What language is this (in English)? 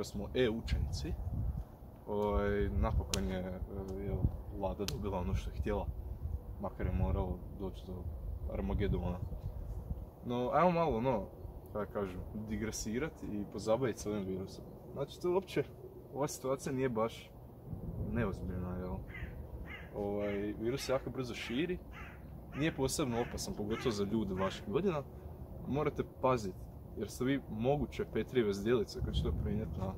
Croatian